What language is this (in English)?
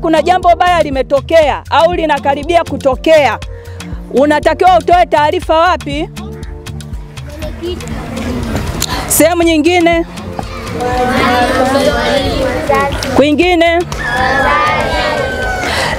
Swahili